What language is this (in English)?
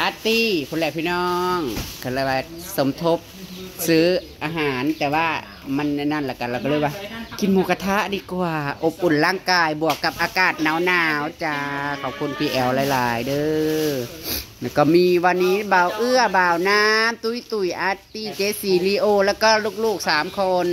Northeastern Thai